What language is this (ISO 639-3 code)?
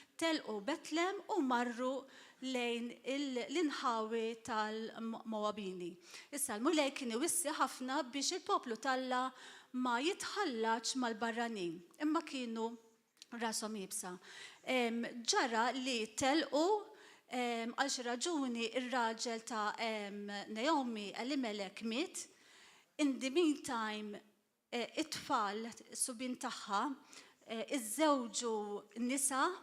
mlt